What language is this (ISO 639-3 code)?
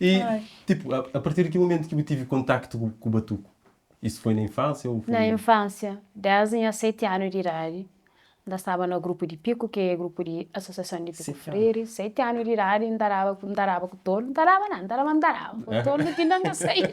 kea